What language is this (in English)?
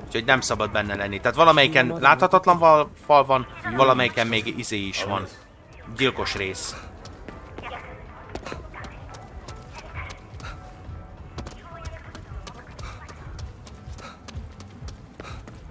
Hungarian